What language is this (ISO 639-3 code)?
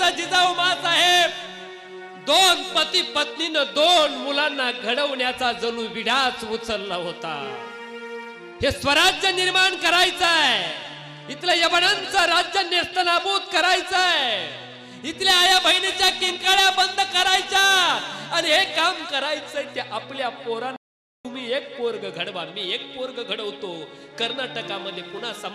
mar